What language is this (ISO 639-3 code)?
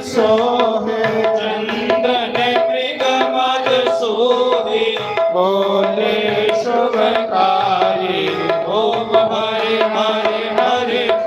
doi